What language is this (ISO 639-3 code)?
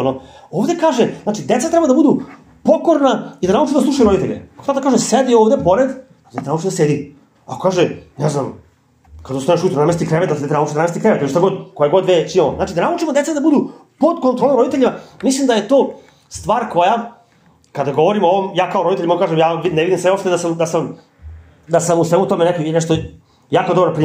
srp